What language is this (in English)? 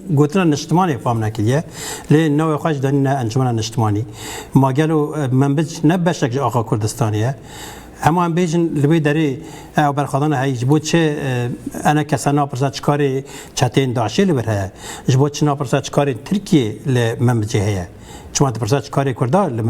Kurdish